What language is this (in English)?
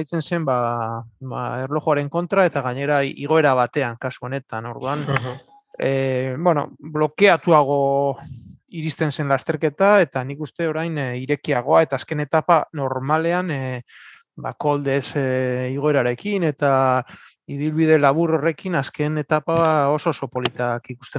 Basque